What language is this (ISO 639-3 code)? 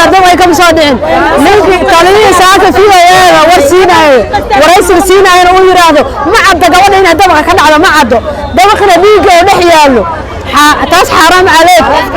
som